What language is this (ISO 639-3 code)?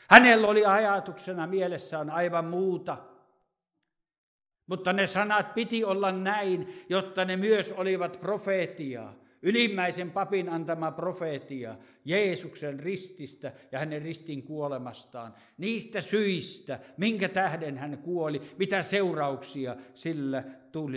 fin